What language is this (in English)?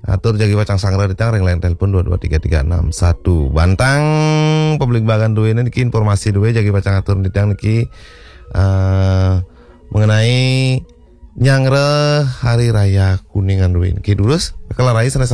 Balinese